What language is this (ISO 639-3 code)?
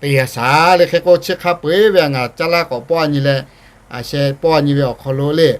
lhu